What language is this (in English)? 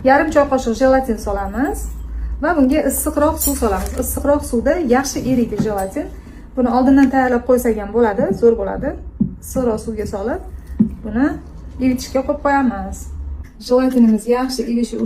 Uzbek